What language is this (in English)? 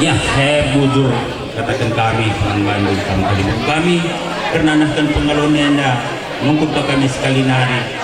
Batak Karo